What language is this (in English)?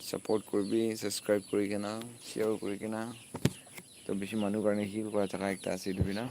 Naga Pidgin